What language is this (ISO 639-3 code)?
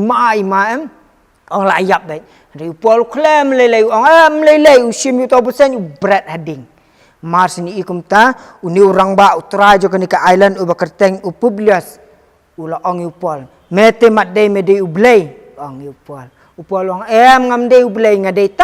kha